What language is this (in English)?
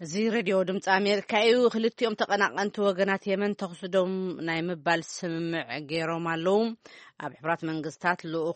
Tigrinya